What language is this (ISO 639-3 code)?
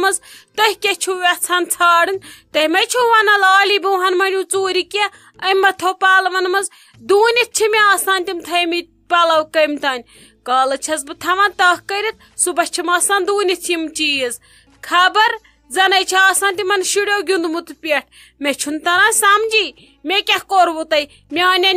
kas